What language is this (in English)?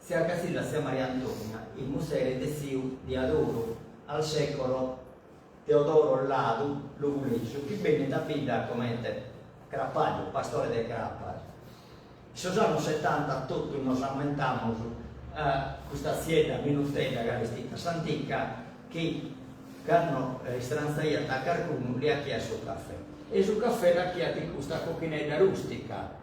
Sardinian